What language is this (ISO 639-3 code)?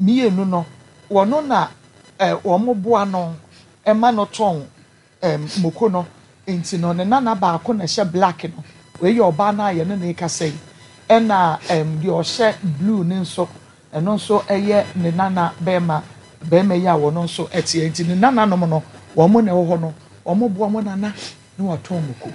aka